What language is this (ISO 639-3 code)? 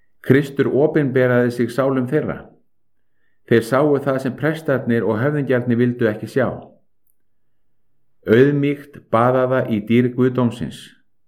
isl